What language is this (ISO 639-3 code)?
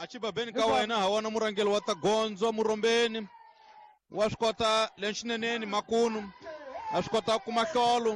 tso